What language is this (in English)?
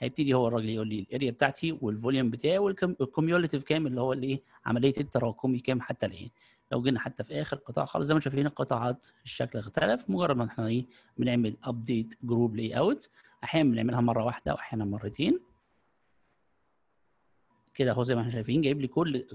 Egyptian Arabic